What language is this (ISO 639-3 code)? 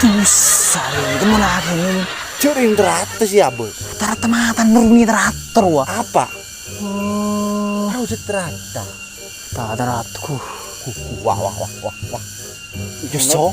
mad